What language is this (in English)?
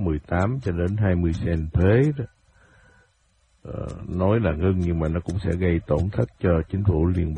Vietnamese